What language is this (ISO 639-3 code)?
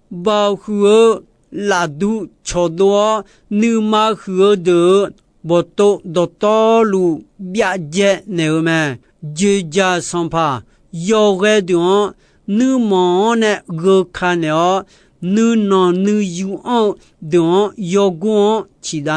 ahk